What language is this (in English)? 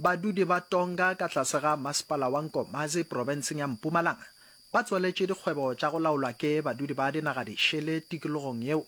Northern Sotho